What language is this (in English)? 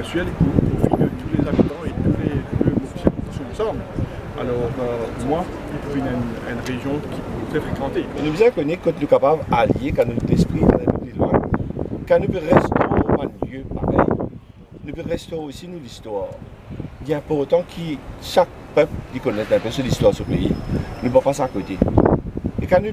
Morisyen